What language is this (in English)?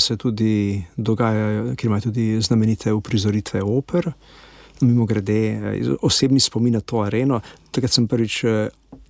Slovenian